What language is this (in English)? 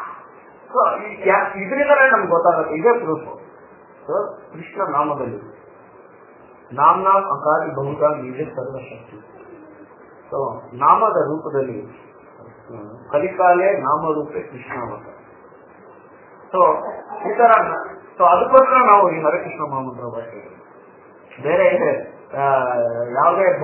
Kannada